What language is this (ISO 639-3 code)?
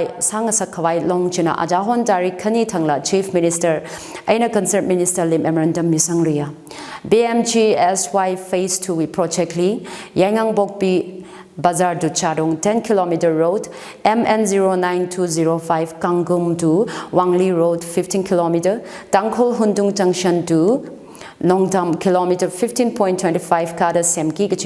nmf